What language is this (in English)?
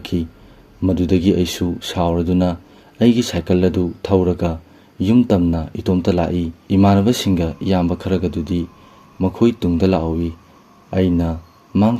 Manipuri